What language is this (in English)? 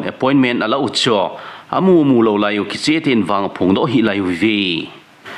Thado Chin